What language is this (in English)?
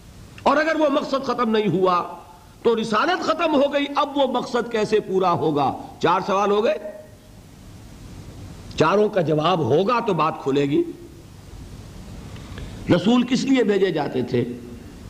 Urdu